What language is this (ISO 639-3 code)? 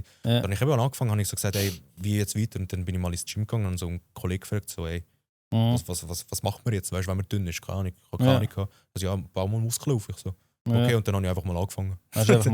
gsw